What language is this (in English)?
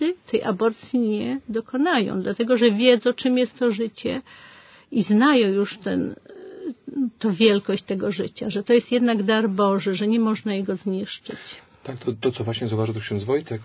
Polish